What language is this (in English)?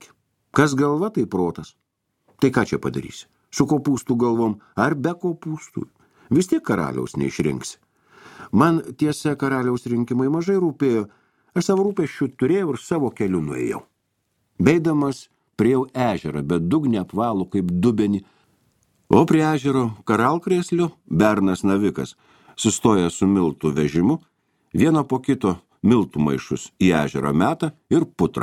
Lithuanian